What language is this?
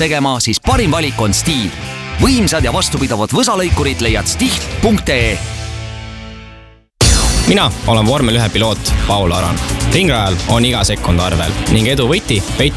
Estonian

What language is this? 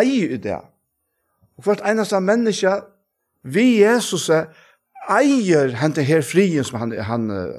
Faroese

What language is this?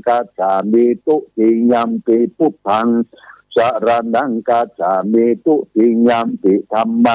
Pali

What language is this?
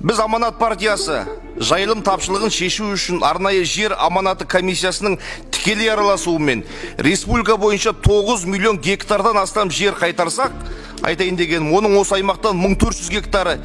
Kazakh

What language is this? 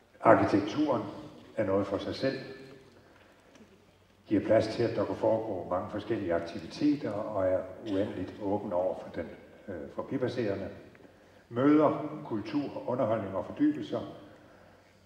Danish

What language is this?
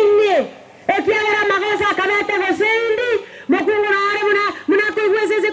Gusii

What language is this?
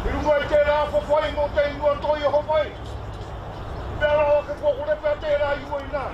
Māori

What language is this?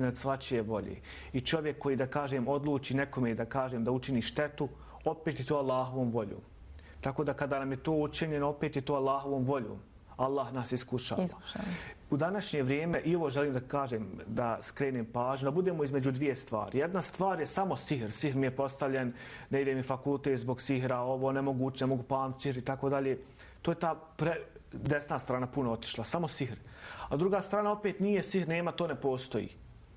Bosnian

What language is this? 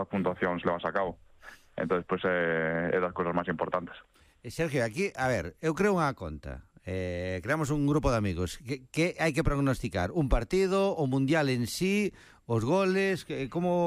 Galician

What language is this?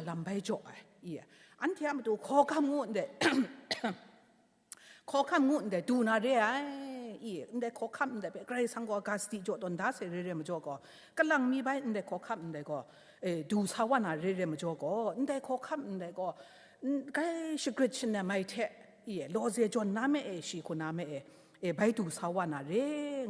Kachin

